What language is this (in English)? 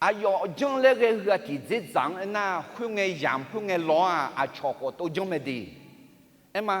Akha